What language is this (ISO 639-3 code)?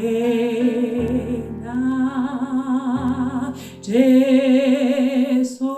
sot